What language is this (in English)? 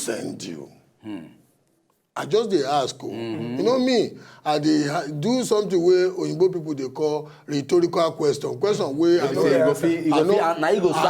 Nigerian Pidgin